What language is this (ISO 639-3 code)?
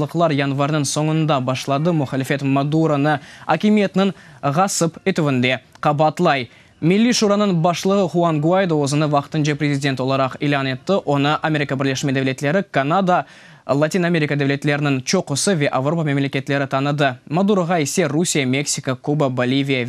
crh